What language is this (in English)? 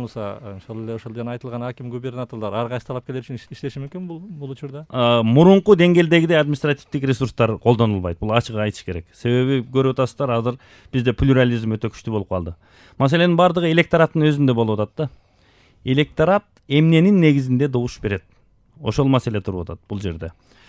Kyrgyz